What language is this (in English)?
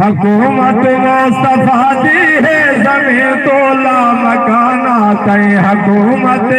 Saraiki